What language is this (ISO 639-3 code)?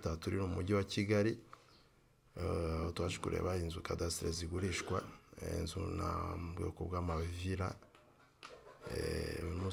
kin